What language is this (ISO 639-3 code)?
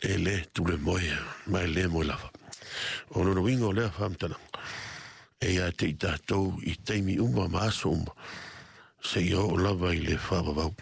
smo